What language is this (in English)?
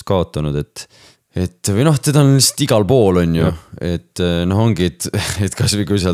Estonian